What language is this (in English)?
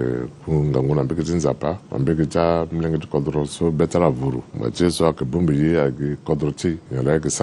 Sango